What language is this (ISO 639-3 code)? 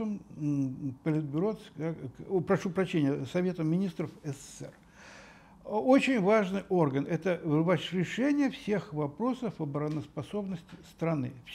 rus